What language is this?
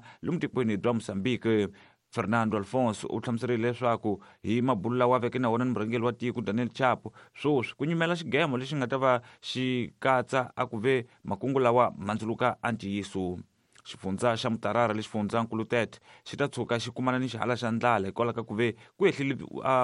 Tsonga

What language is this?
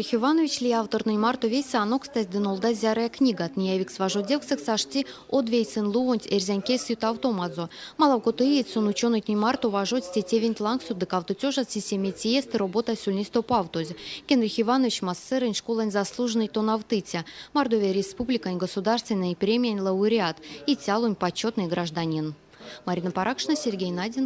Erzya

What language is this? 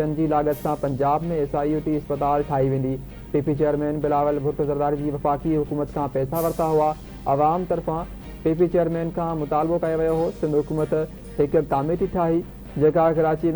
Sindhi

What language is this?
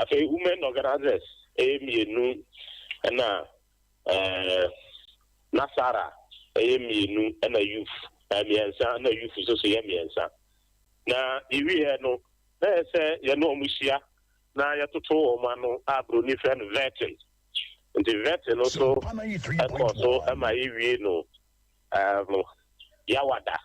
Akan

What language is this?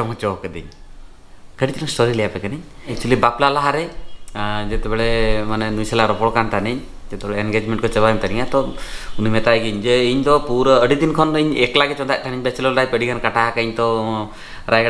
Santali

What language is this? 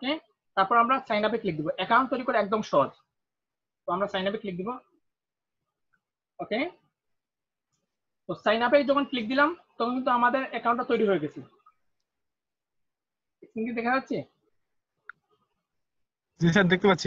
Bangla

